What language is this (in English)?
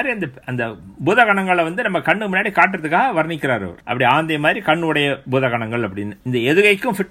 Tamil